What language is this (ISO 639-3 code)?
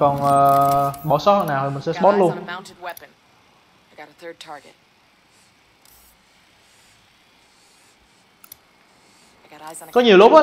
vie